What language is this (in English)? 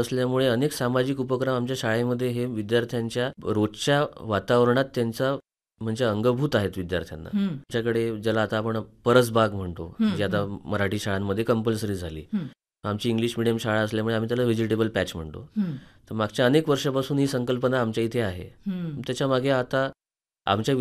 Marathi